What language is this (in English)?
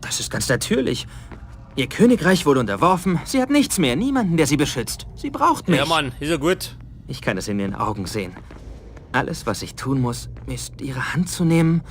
Bavarian